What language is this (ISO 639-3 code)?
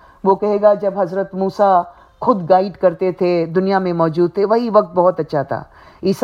urd